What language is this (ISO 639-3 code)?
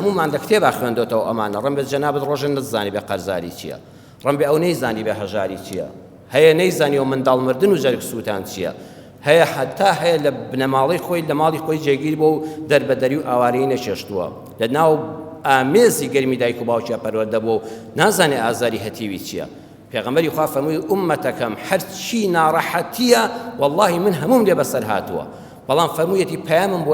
ckb